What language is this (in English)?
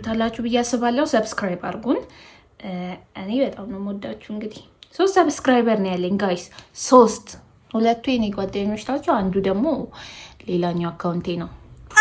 Amharic